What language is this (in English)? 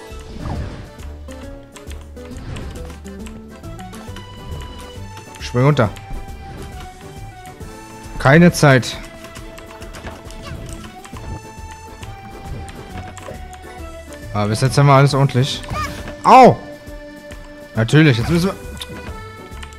German